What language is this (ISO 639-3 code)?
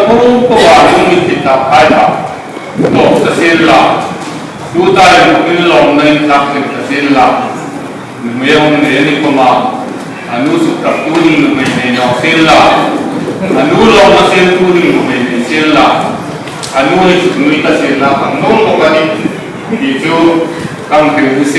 hmr